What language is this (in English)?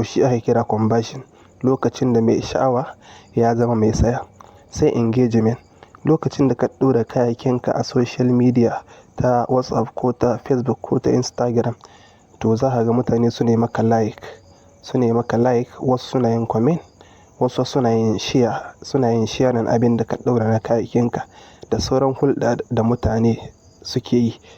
Hausa